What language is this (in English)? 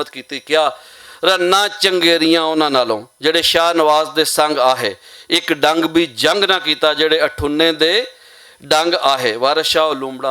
Western Panjabi